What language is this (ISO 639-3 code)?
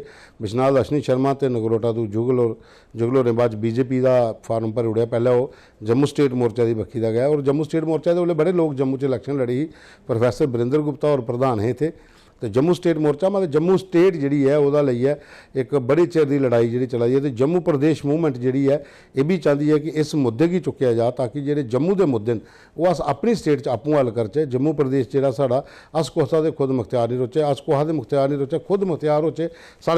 doi